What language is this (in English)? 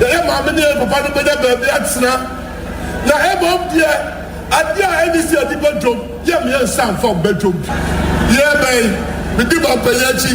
Akan